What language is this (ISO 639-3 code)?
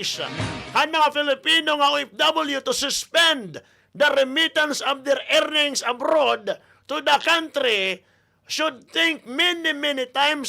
war